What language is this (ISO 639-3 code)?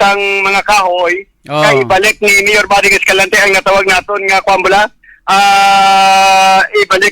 hil